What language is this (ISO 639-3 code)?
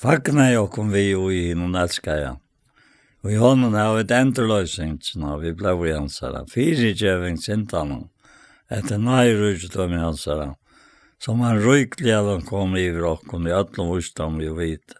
fao